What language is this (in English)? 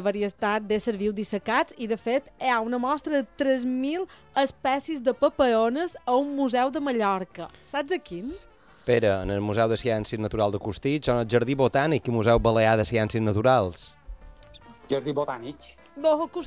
Catalan